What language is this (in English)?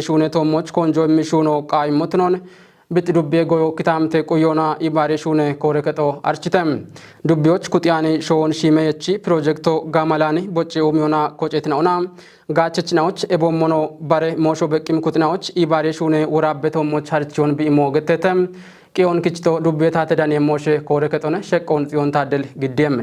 Kafa